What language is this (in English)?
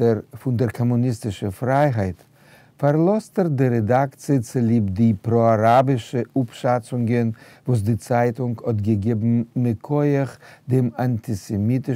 Yiddish